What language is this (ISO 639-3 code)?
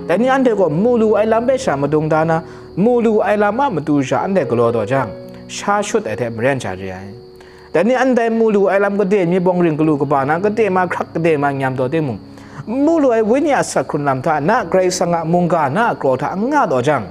kac